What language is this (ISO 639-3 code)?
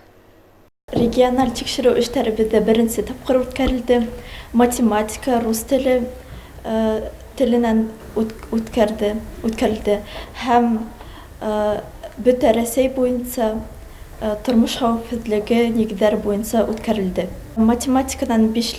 bak